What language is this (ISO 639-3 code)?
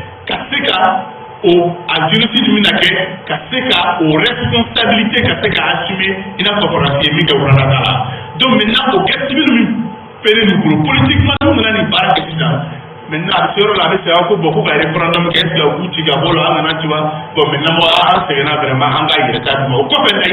bam